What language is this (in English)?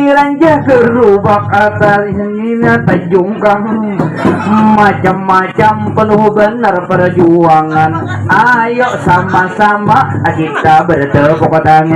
Banjar